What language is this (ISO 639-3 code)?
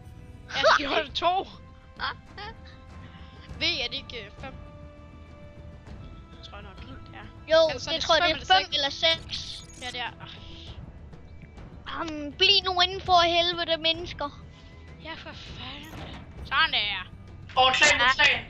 dan